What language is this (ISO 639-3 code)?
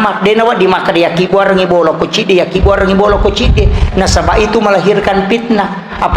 bug